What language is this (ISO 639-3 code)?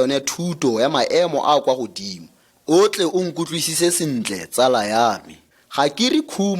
tsn